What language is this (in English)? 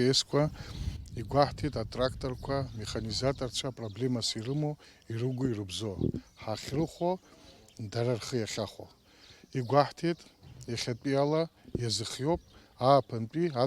Abkhazian